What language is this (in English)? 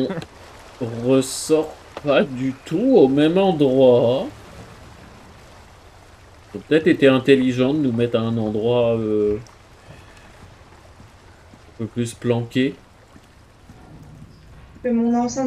French